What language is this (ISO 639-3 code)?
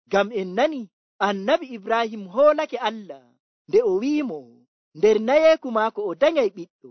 fuv